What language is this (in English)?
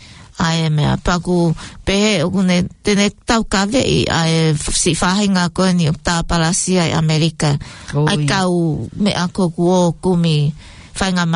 Tongan